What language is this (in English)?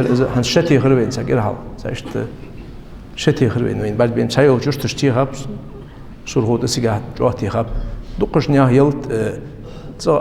Ingush